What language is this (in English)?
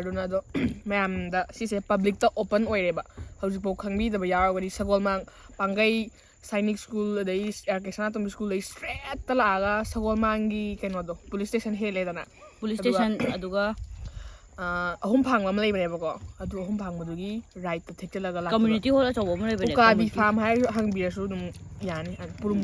Manipuri